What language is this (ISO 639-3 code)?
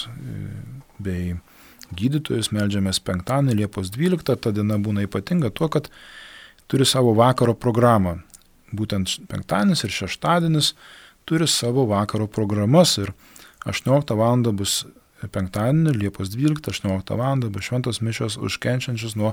lit